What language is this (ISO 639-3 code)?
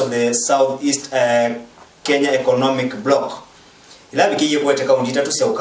kam